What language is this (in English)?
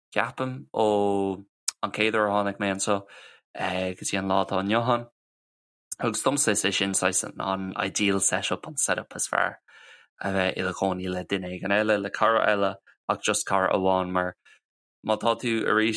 Irish